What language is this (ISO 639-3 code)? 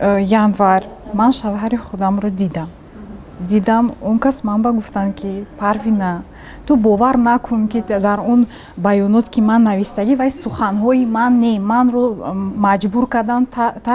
tgk